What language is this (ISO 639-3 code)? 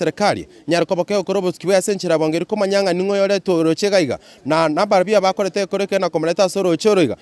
guz